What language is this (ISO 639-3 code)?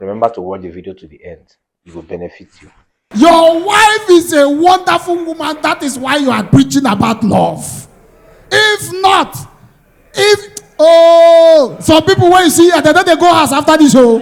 pcm